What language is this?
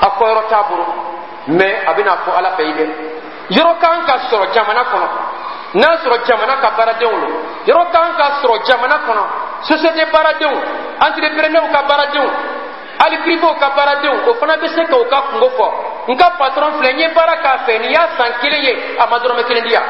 Bambara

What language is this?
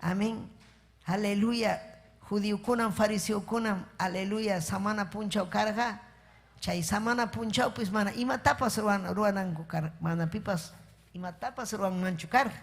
Ayacucho Quechua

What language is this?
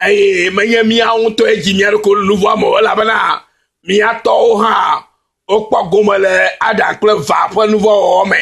Ewe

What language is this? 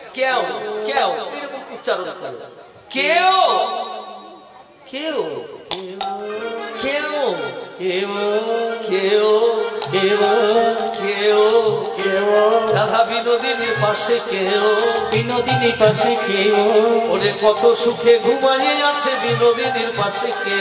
Bangla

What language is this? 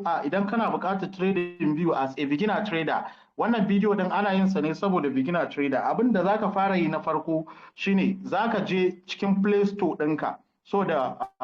Hausa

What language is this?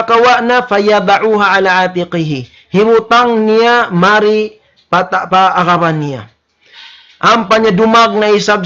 Tausug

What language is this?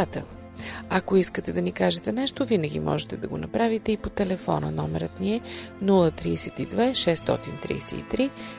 Bulgarian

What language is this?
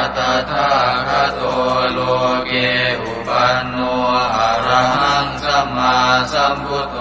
Pali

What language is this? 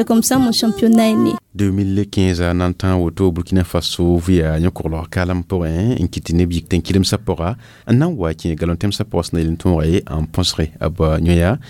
Mossi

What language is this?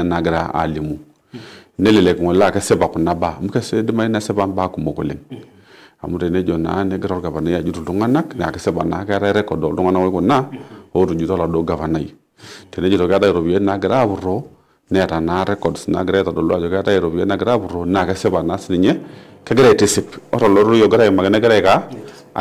Masai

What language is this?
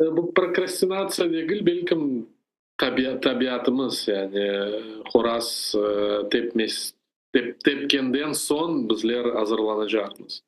Crimean Tatar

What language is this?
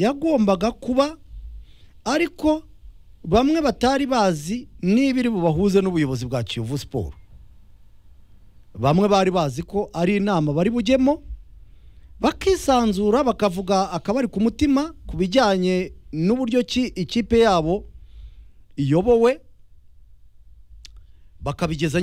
Kinyarwanda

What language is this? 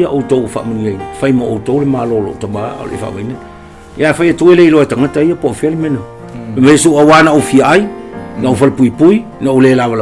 Samoan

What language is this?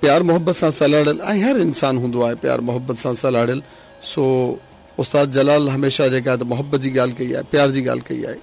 Sindhi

